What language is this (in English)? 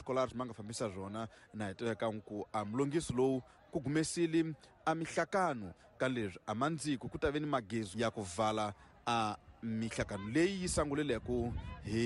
Tsonga